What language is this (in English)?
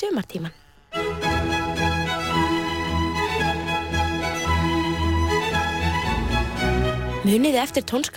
Icelandic